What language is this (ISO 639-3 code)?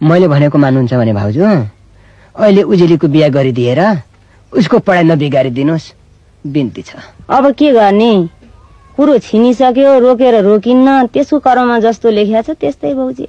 nep